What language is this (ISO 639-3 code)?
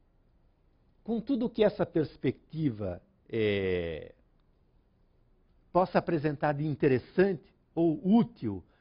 por